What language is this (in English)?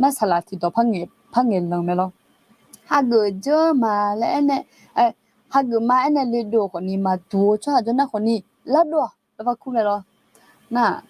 Akha